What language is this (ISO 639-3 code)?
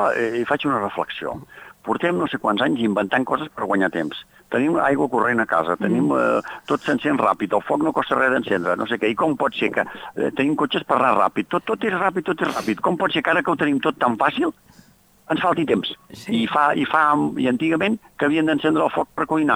cat